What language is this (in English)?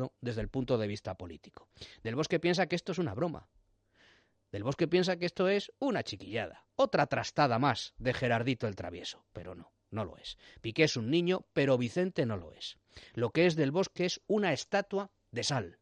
Spanish